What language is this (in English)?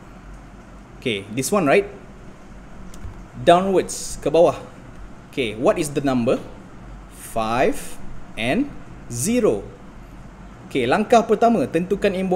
Malay